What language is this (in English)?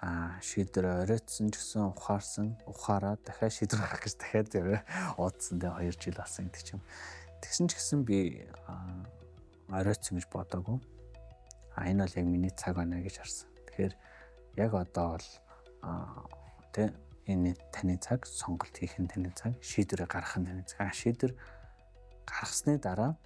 Mongolian